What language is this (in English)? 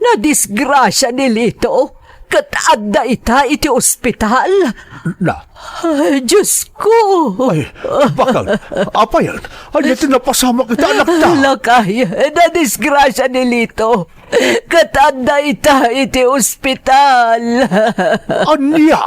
Iloko